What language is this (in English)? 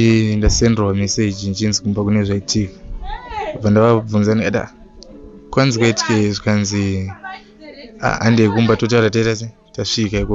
Shona